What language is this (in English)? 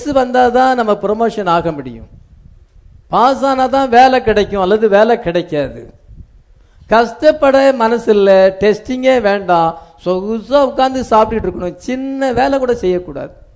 Tamil